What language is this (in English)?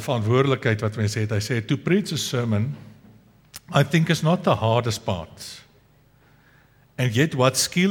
Afrikaans